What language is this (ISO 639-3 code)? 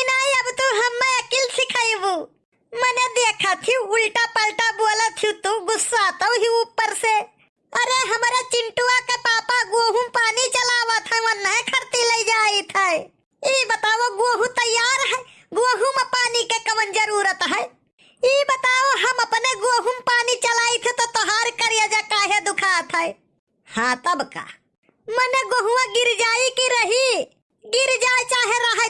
awa